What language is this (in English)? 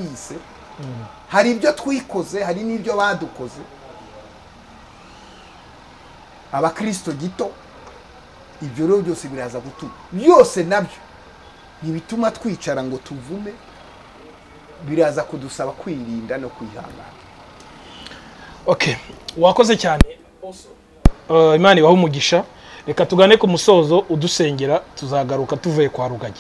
Kinyarwanda